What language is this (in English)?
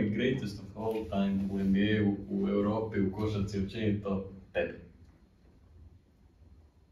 Croatian